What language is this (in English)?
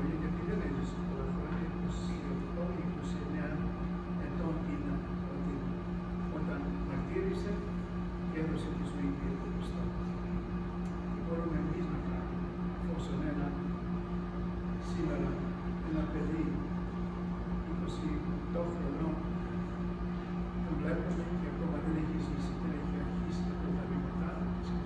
Greek